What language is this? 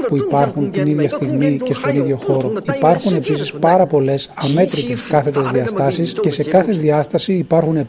Greek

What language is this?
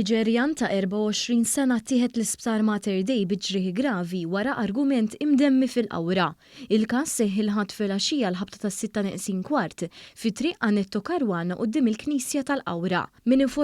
Maltese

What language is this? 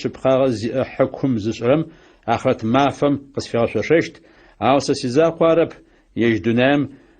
Adyghe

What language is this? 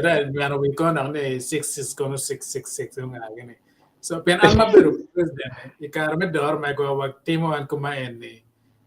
Acoli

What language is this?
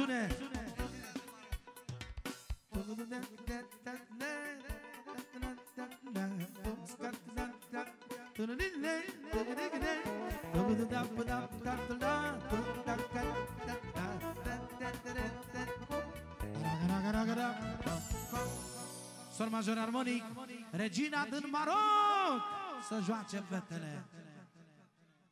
Romanian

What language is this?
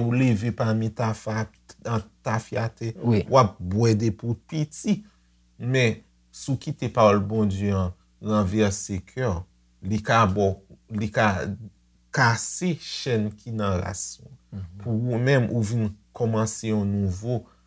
Haitian Creole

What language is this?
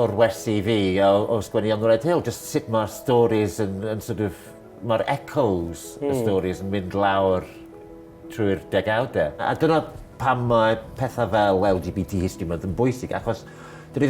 Welsh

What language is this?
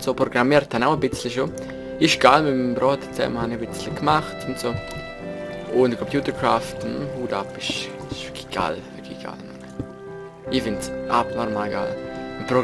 Swiss German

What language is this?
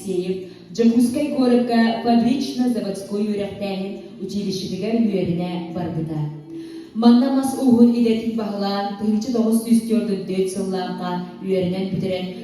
Yakut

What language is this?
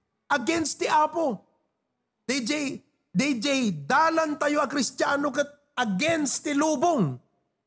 Iloko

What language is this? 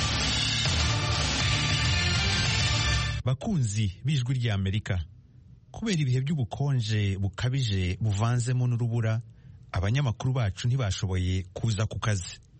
Kinyarwanda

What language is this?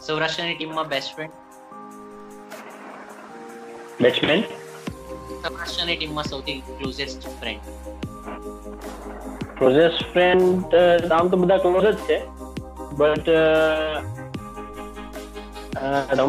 Gujarati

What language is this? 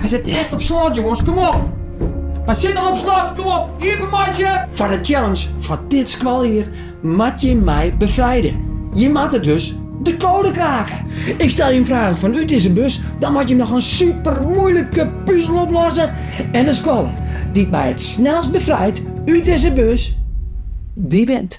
Western Frisian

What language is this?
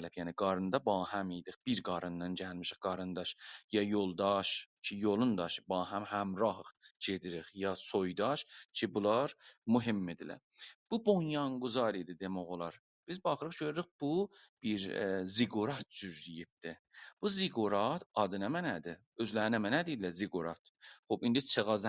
South Azerbaijani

